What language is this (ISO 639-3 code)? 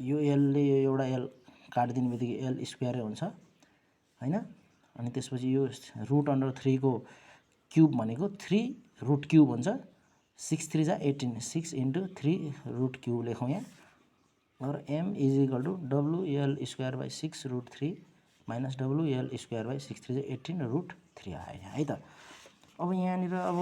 nep